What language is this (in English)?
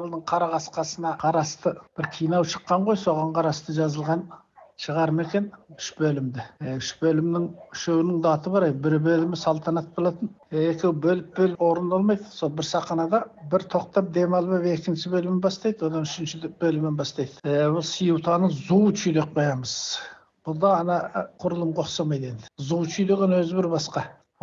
Kazakh